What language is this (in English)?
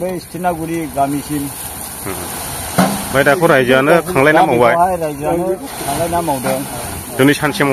Bodo